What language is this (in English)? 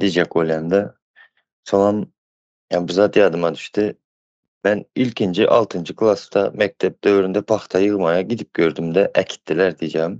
Turkmen